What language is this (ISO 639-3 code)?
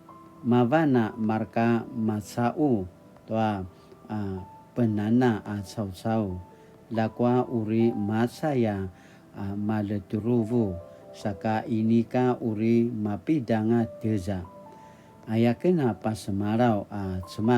pwn